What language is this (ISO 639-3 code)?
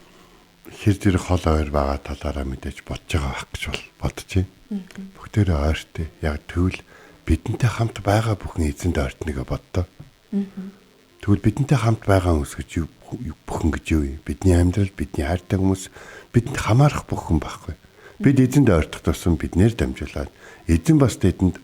mon